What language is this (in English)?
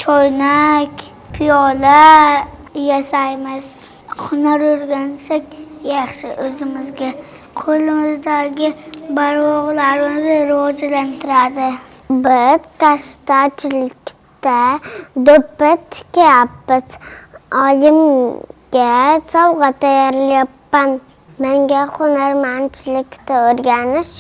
Uzbek